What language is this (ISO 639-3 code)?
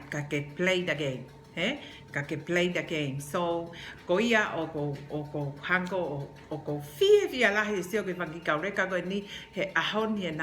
ton